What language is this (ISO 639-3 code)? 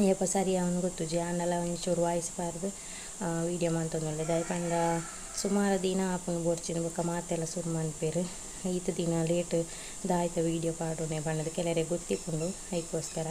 tcy